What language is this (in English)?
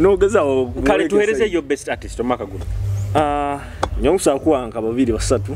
Nyoro